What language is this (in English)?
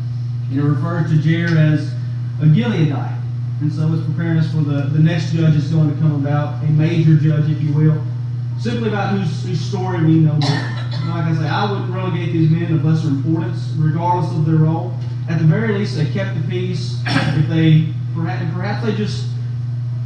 English